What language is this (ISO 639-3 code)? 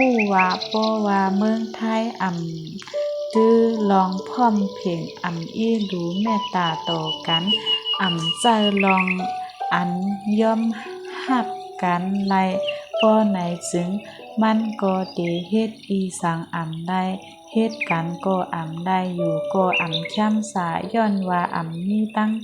shn